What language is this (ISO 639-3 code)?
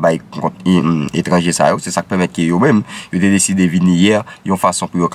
hat